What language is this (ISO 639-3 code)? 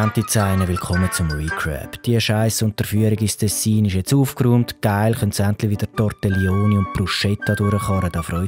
gsw